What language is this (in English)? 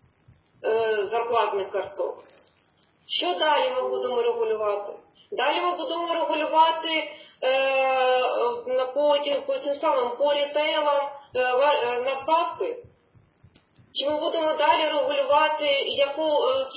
Ukrainian